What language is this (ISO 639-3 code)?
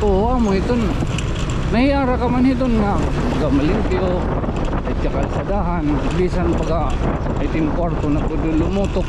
war